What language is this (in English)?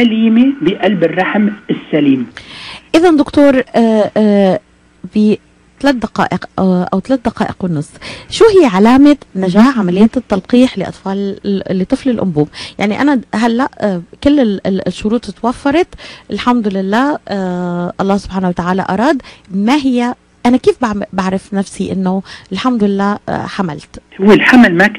North Levantine Arabic